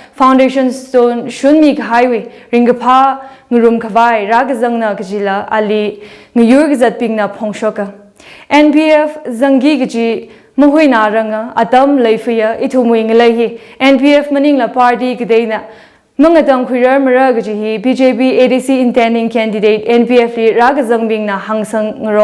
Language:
Tangkhul Naga (India)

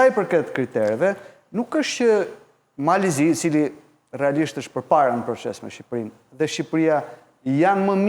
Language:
Albanian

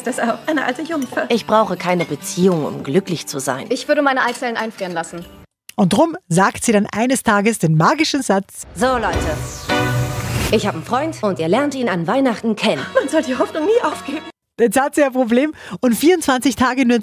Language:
German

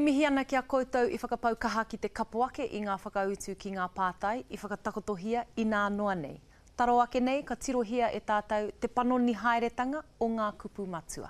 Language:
Māori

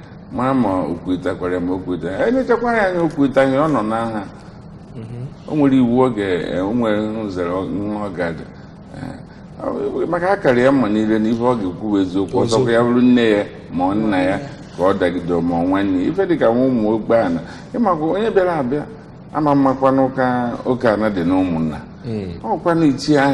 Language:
Igbo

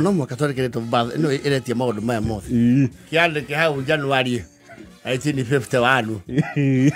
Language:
Kikuyu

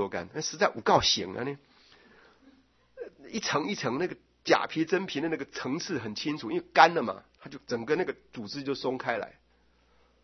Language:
Chinese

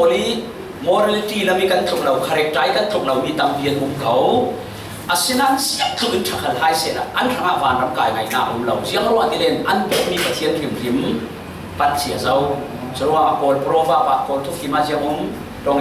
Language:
Falam Chin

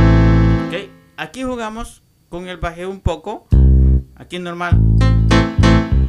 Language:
Spanish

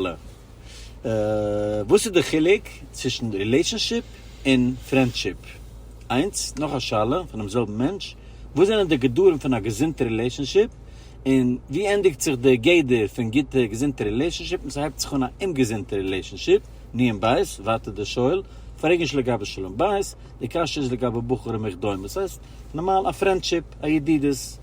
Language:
Yiddish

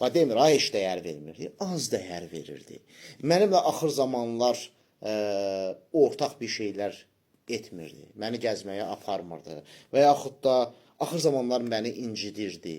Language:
Azerbaijani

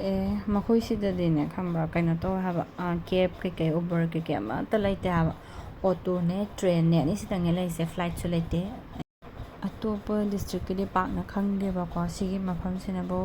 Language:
Manipuri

